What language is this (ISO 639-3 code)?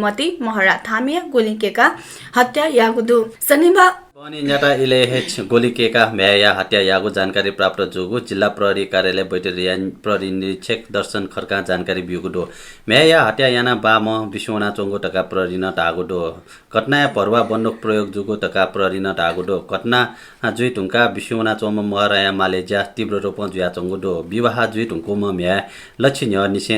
new